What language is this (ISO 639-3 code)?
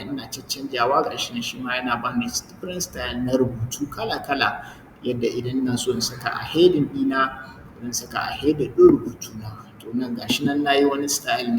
hau